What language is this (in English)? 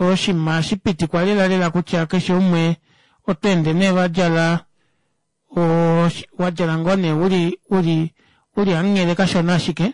Kuanyama